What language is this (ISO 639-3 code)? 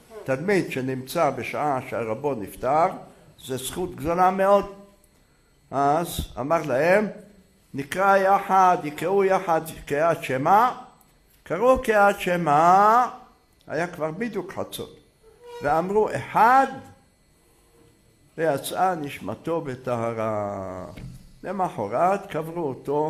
heb